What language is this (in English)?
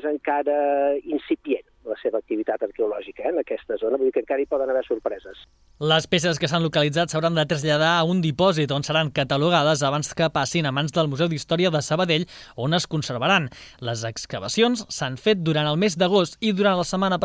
Catalan